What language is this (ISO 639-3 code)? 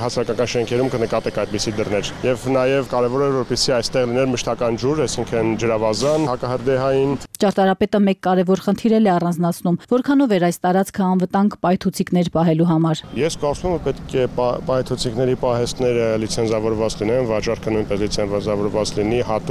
hye